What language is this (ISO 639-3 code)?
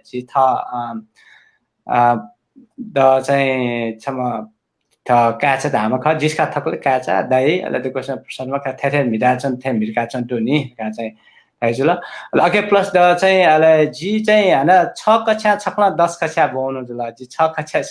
new